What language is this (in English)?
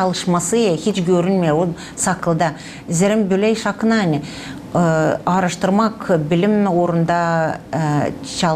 Gagauz